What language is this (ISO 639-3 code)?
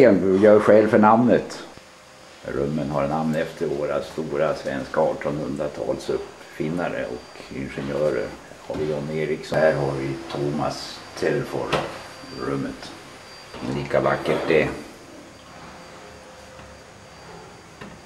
swe